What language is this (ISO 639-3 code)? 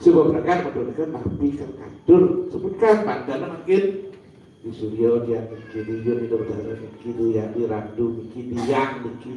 ban